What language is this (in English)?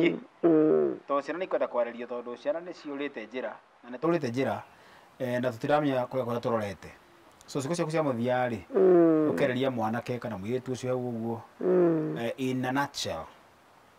Kikuyu